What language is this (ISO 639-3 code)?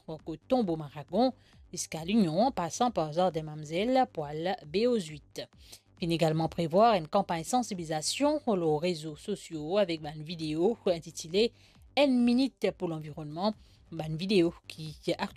mfe